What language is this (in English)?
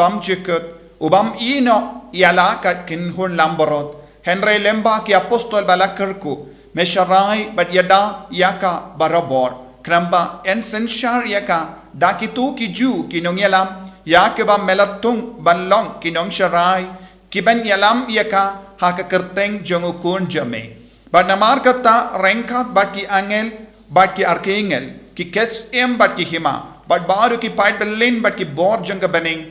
Khasi